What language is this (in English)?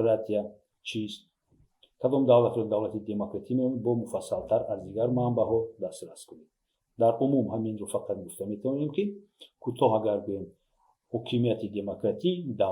Tajik